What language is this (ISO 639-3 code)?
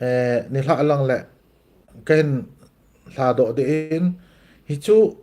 tcz